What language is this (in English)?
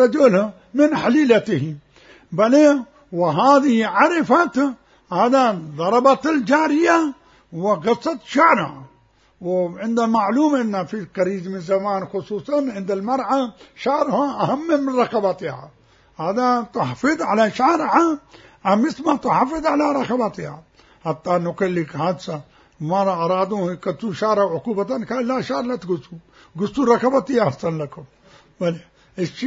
Mesopotamian Arabic